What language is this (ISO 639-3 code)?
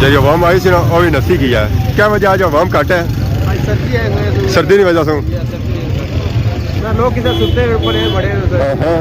phr